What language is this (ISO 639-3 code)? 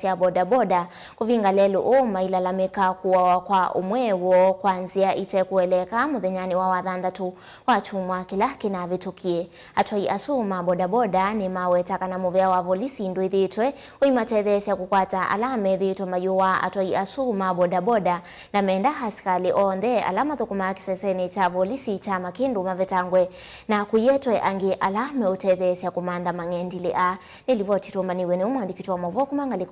kam